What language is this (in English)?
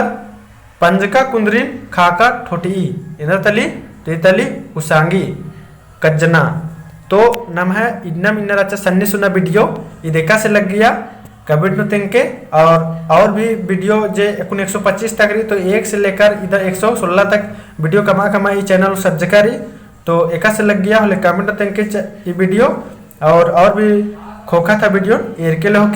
Kurukh